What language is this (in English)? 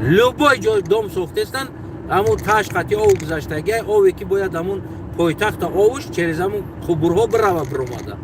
Tajik